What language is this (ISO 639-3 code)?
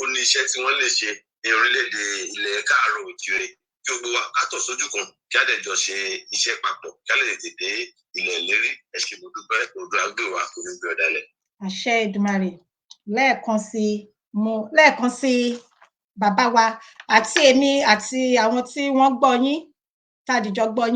yor